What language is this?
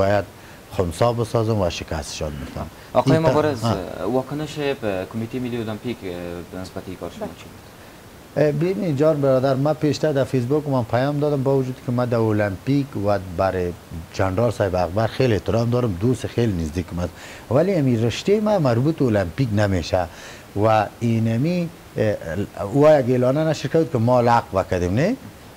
Persian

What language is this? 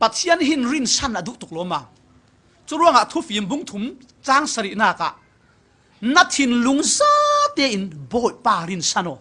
Falam Chin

